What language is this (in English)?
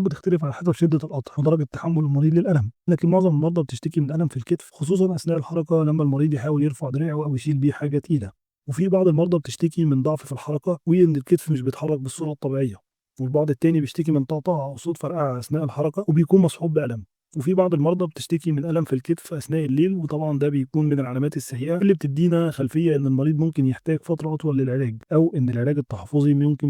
Egyptian Arabic